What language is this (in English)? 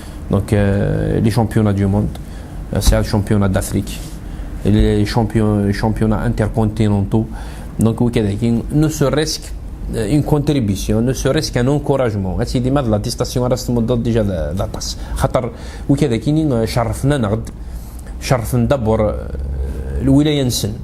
Kabyle